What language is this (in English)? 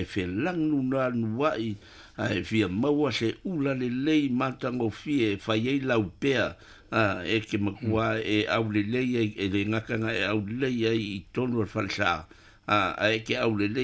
Samoan